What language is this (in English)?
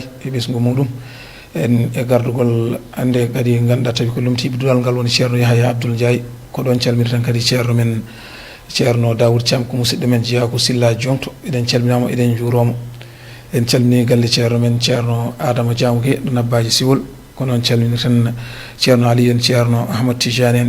Fula